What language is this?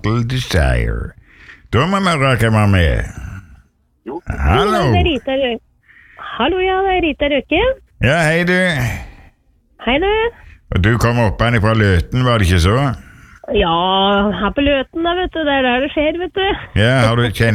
Norwegian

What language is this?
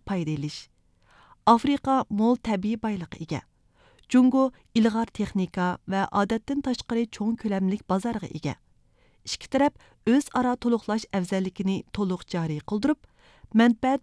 Uyghur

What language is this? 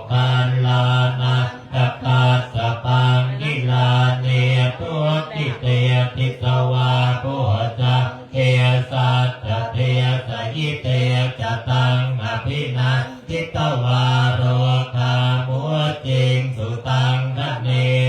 Pali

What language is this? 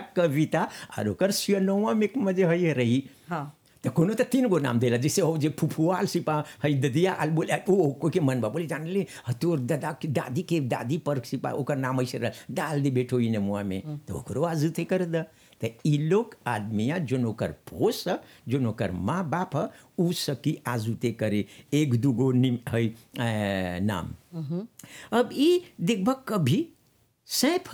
Bhojpuri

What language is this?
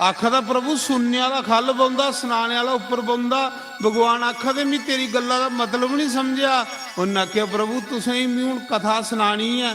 Dogri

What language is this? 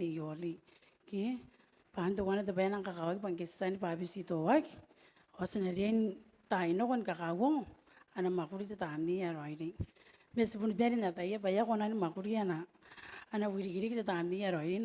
Gilbertese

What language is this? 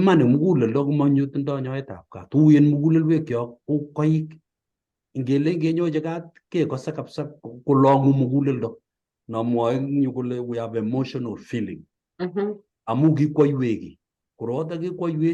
Kalenjin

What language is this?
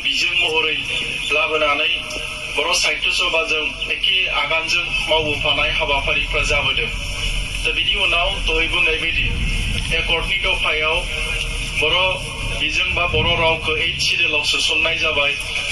Bodo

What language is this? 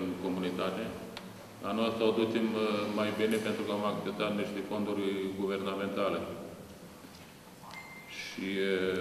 Romanian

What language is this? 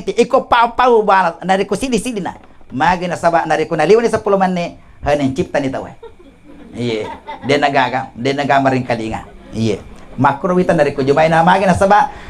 Buginese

